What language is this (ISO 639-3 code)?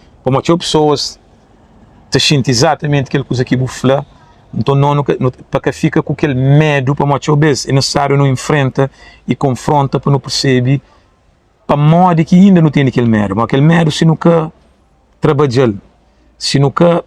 kea